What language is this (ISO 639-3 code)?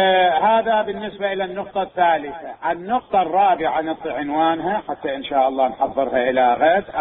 acm